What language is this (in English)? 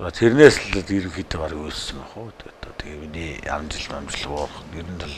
Mongolian